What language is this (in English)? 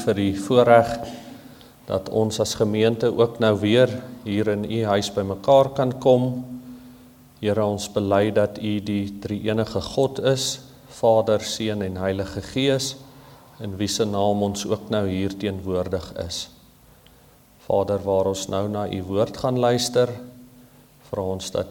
Afrikaans